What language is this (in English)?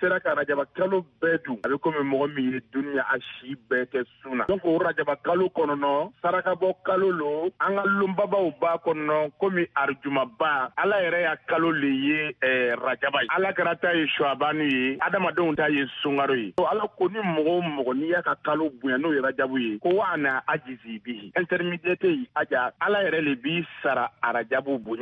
Bambara